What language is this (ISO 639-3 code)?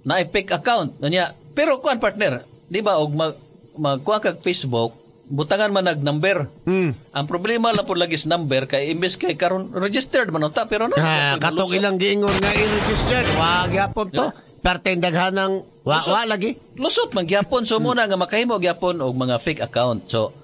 ceb